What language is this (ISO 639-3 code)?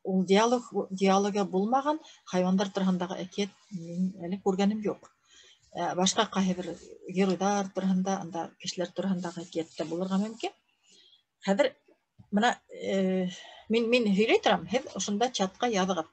bak